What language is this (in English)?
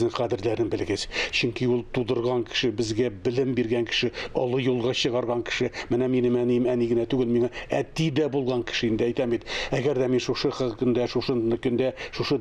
Tatar